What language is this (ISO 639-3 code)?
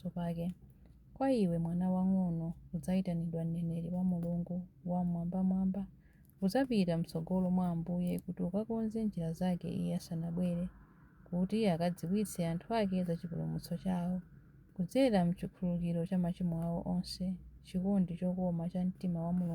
nya